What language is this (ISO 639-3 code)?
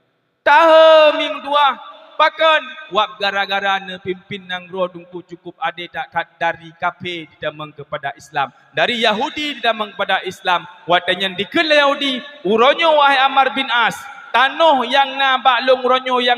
ace